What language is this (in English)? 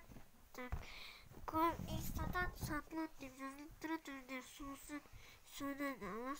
Kazakh